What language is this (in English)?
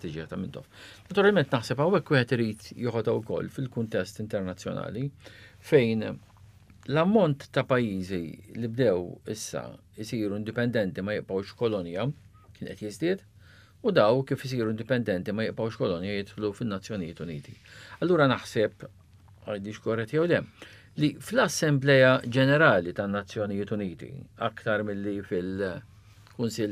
Maltese